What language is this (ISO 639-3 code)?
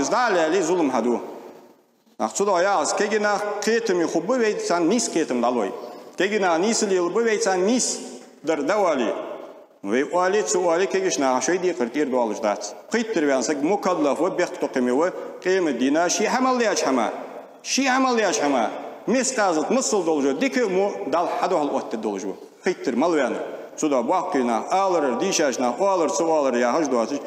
inh